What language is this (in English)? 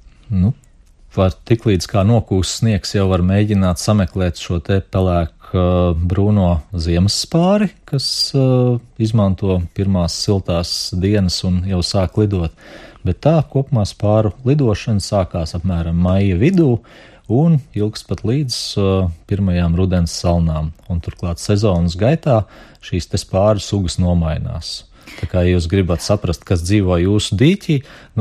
Latvian